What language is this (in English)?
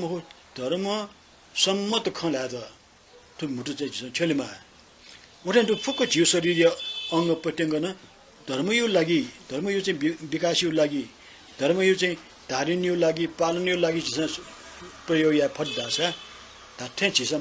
Newari